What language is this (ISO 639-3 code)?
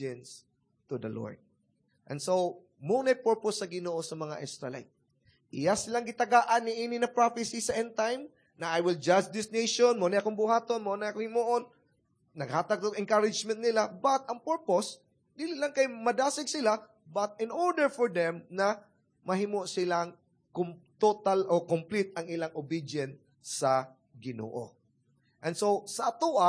ceb